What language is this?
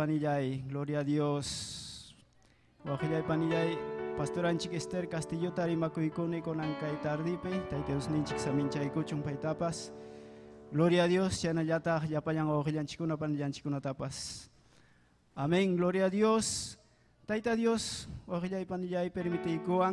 Ayacucho Quechua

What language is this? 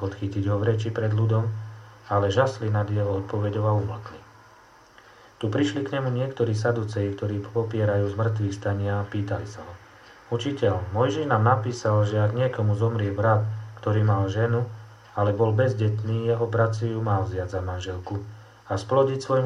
Slovak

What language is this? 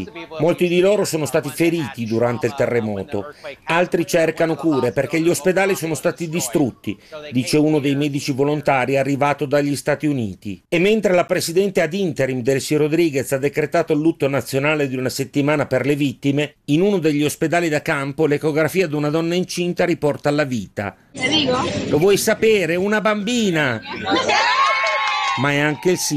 Italian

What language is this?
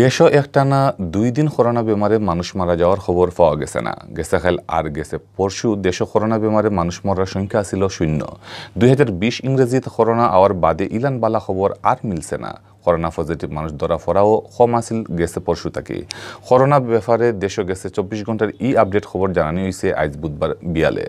Sylheti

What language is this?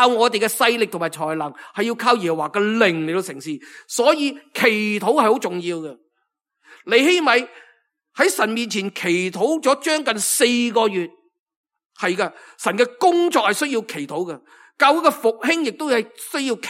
Cantonese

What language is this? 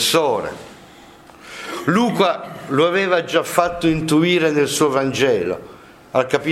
Italian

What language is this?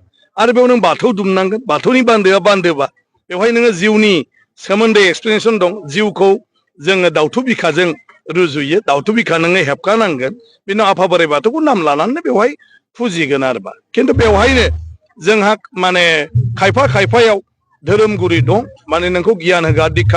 Bodo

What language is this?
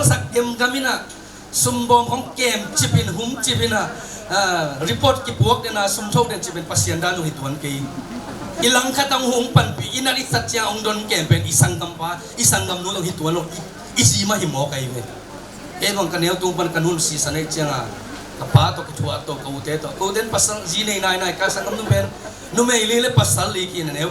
Tedim Chin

